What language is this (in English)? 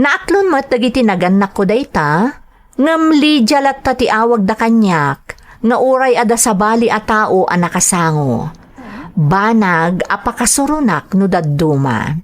Iloko